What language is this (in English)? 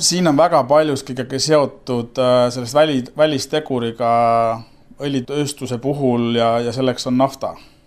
Estonian